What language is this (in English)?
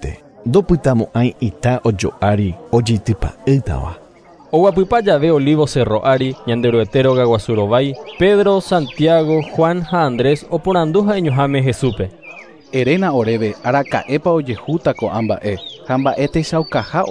Guarani